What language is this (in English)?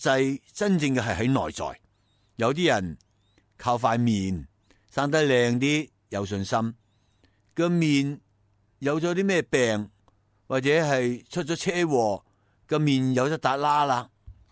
Cantonese